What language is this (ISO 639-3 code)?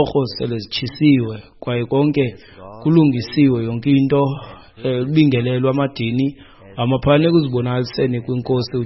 xho